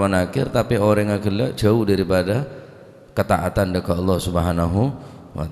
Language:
Madurese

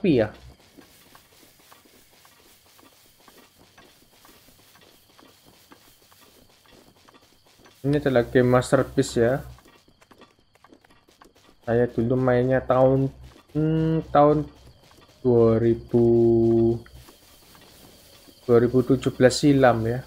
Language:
Indonesian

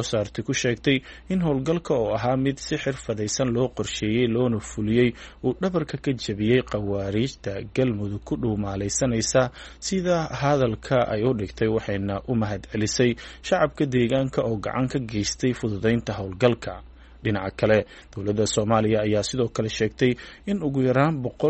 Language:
Somali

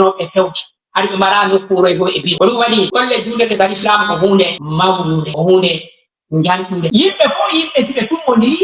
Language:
Fula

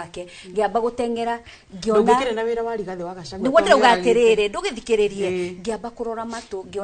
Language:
Kikuyu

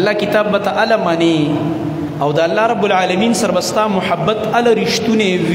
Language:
Pashto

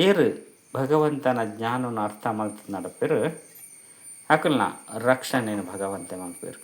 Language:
Tulu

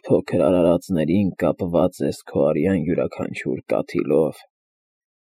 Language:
Armenian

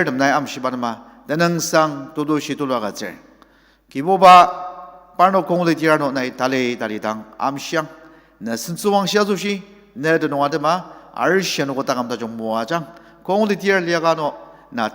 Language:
Ao Naga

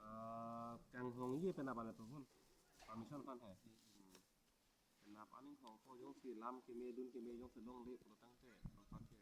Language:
Karbi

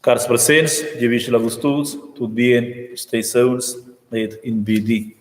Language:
Romansh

